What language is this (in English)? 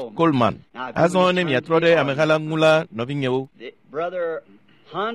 Ewe